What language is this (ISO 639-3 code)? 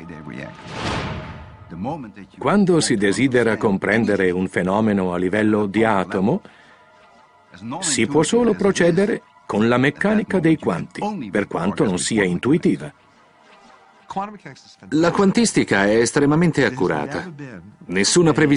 ita